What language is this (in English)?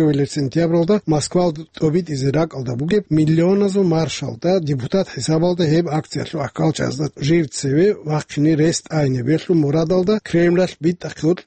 Avaric